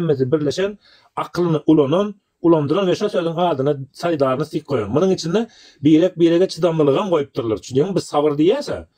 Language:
Turkmen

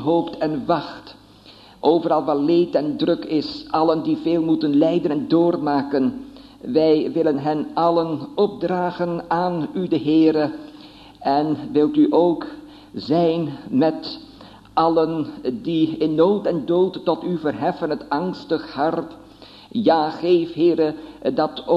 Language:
Dutch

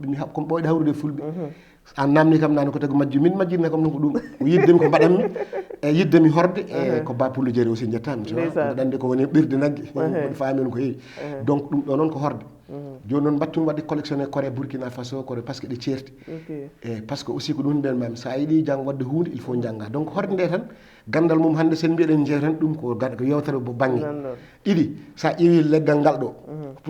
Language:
Fula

